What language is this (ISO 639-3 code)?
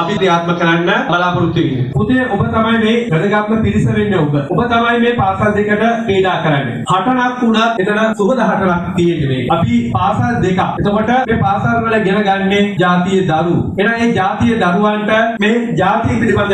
sin